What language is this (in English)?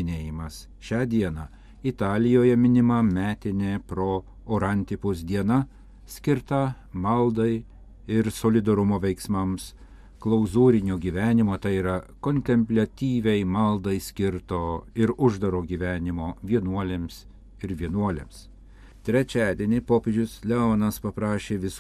Lithuanian